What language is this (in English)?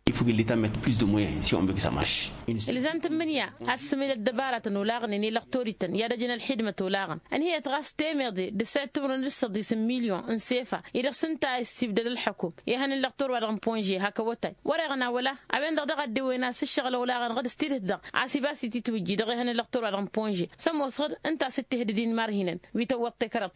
Tamasheq